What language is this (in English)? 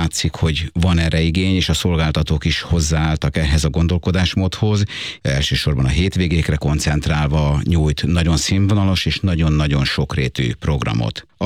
Hungarian